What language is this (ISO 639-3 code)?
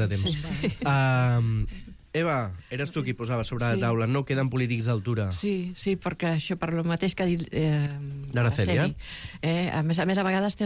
cat